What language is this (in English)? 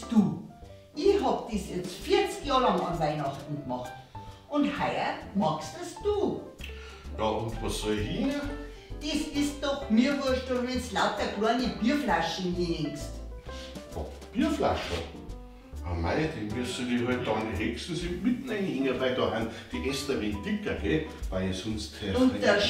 Bavarian